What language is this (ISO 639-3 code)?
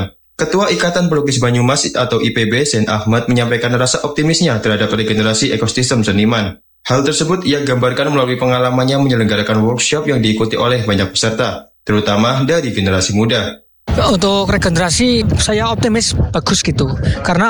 ind